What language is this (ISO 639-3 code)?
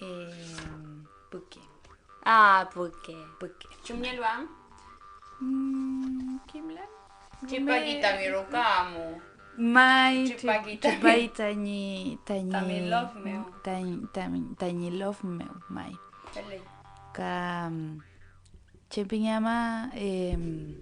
arn